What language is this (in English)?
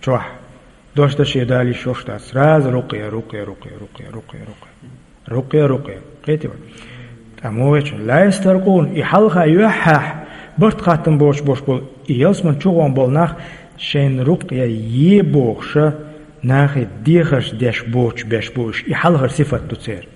Chechen